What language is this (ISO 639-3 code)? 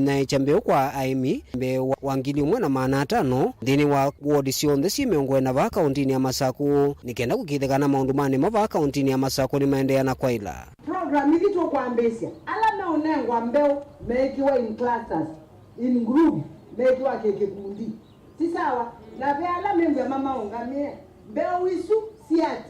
kam